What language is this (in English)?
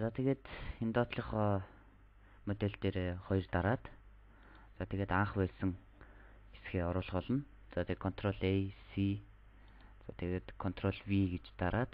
Mongolian